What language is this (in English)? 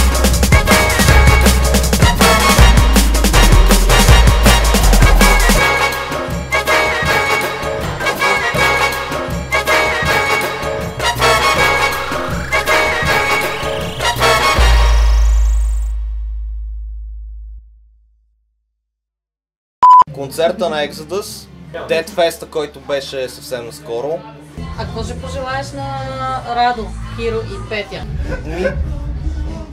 Bulgarian